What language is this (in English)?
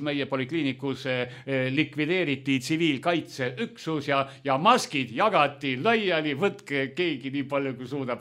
Estonian